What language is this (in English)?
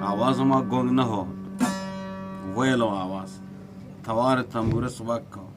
Eastern Balochi